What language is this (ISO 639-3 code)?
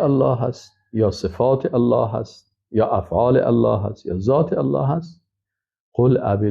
fas